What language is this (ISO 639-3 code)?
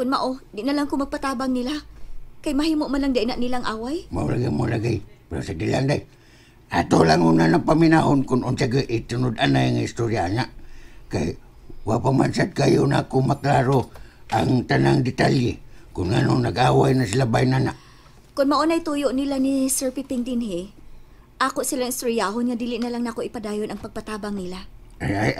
ceb